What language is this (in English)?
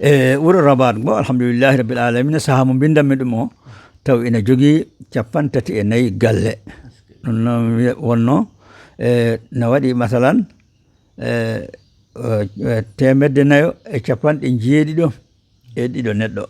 Fula